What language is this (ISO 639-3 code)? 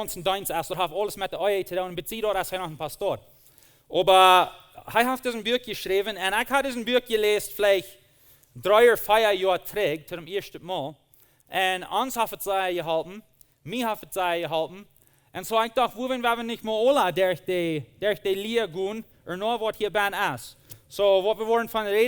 pdt